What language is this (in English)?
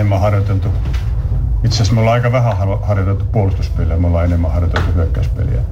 Finnish